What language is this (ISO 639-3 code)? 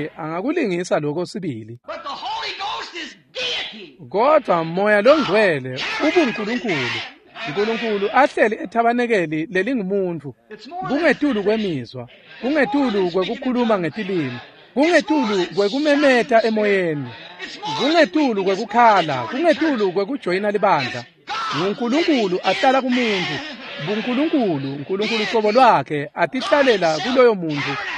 ssw